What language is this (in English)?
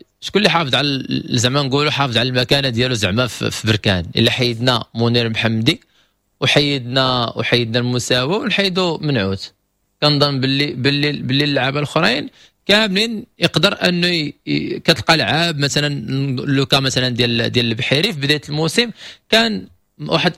Moroccan Arabic